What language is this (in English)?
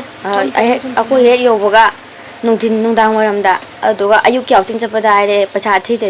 Manipuri